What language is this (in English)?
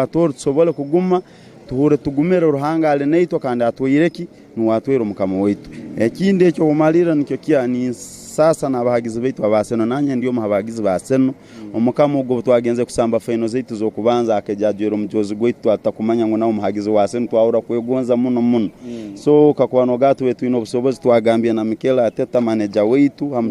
Tooro